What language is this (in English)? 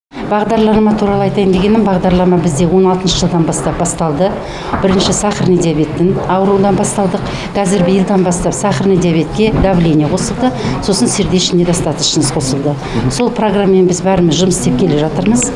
Kazakh